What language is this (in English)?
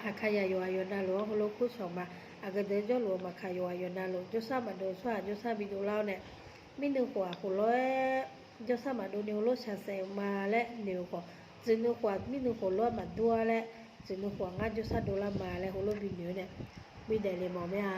Akha